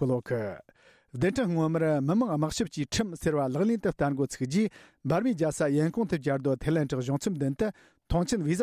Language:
Tibetan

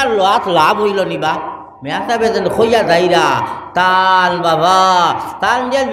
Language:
Sylheti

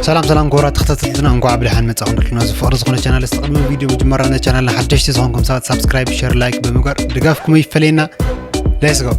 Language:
Tigrinya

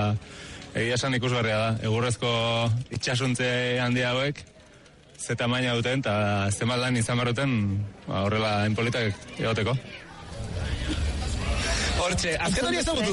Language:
Basque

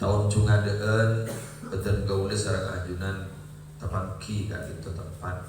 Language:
Madurese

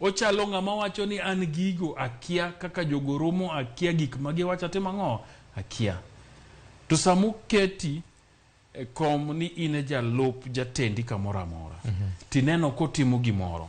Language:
Luo (Kenya and Tanzania)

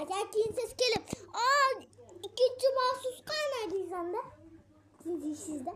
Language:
Uzbek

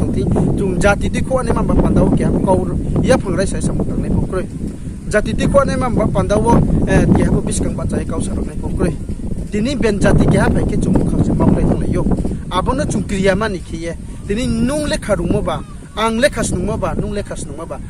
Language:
Riang (India)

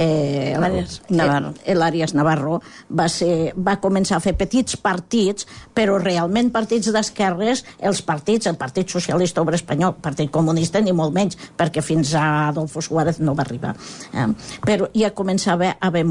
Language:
Catalan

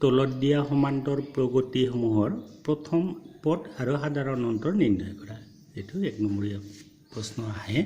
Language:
Assamese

